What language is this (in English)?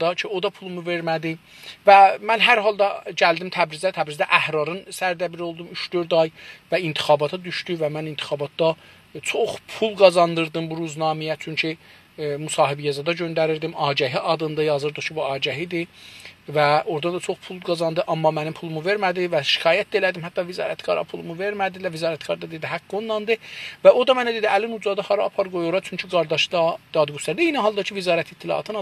South Azerbaijani